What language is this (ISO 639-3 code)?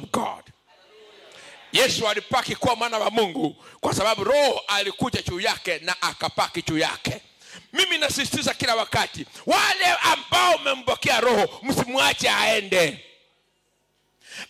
swa